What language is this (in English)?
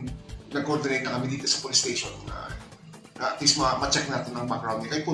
Hiligaynon